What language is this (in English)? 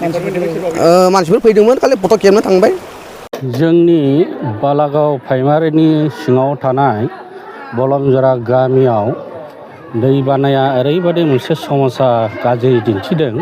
Bodo